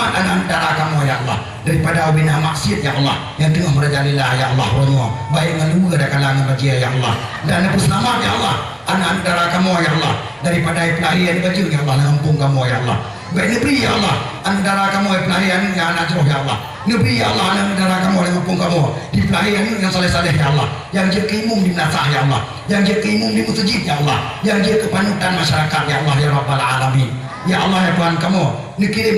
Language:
Achinese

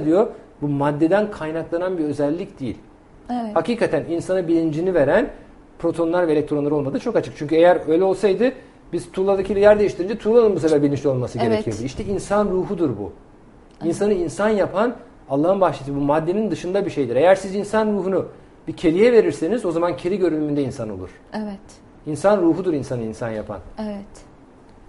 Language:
Turkish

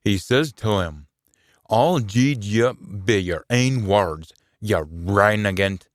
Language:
Scots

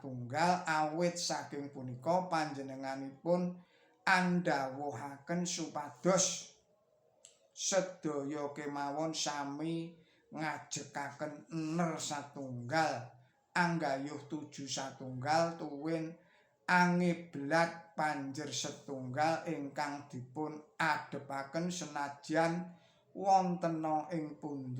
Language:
Javanese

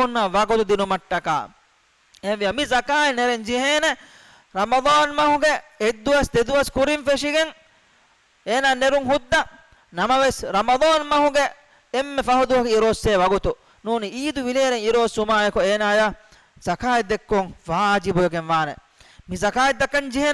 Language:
Divehi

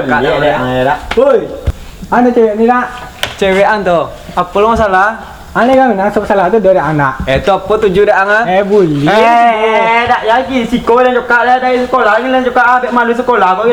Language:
Minangkabau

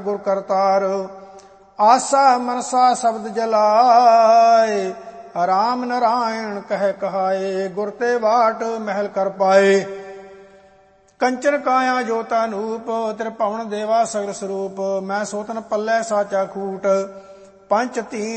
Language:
Punjabi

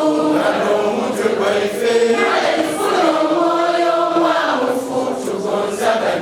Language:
Soga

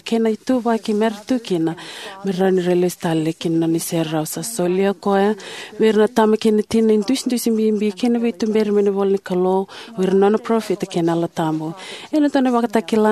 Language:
Fijian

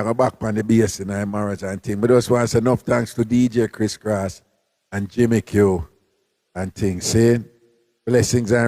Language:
Jamaican Creole English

